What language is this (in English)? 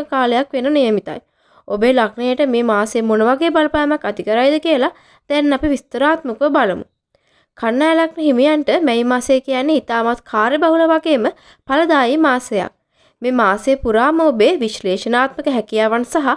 Sinhala